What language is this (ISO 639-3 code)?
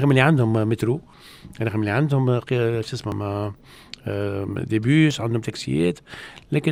aeb